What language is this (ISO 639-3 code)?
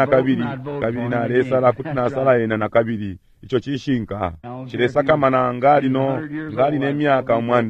bem